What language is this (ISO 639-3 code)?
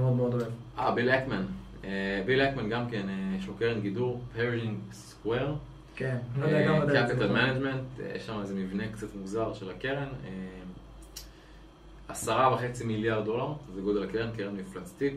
heb